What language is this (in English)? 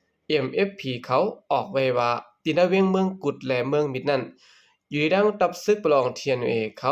Lao